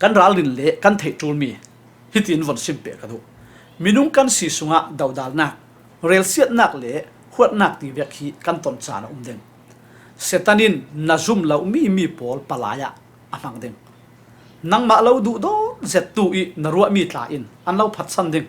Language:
Falam Chin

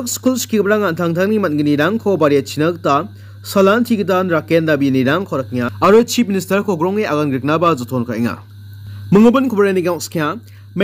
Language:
Garo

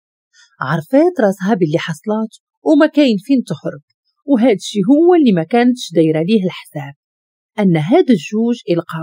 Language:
Moroccan Arabic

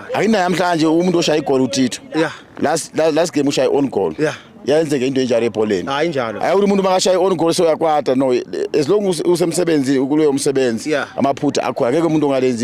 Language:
Zulu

